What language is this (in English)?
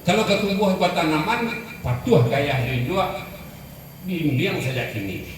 Minangkabau